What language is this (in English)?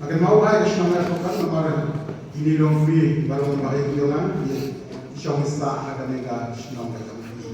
Khasi